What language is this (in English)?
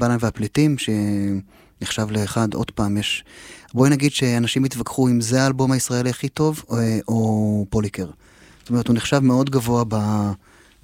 Hebrew